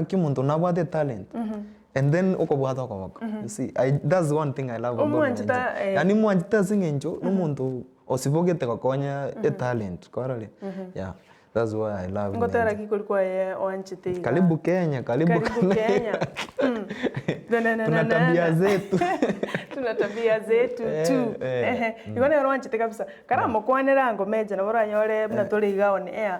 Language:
Gusii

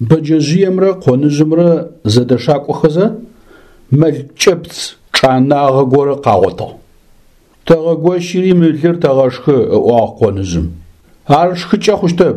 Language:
Adyghe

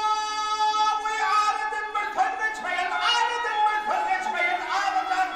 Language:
Turkmen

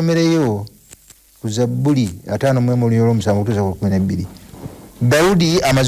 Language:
Ganda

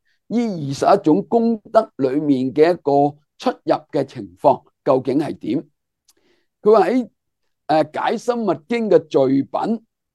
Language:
Cantonese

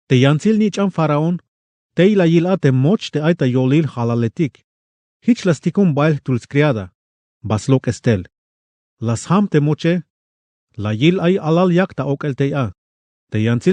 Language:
Tzeltal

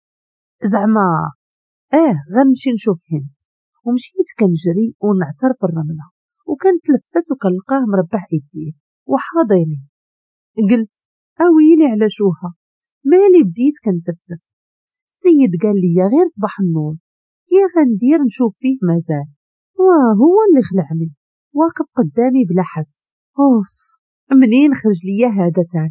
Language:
Moroccan Arabic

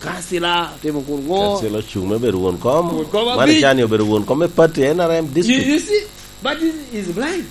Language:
Lango (Uganda)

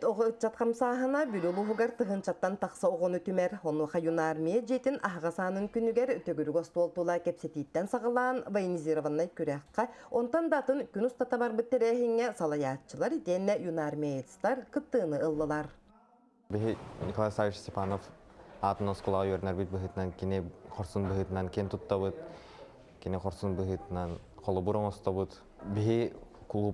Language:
Yakut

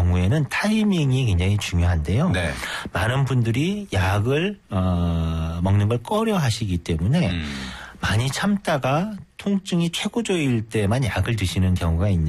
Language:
Korean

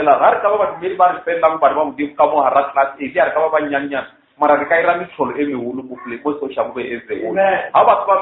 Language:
Northern Sotho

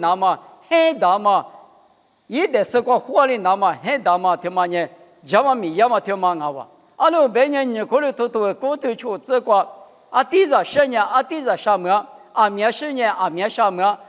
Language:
Lisu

